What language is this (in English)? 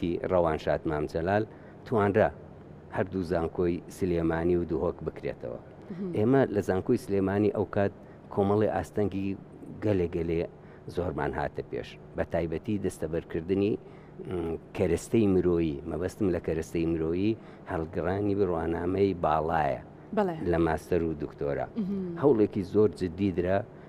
Central Kurdish